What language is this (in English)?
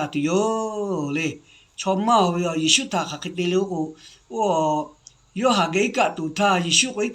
Lahu